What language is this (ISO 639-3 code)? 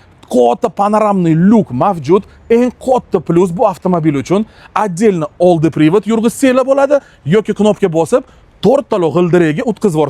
uzb